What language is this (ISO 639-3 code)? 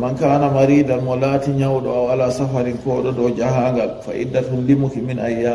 ful